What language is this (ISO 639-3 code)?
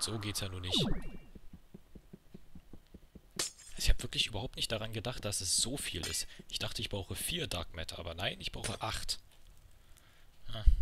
deu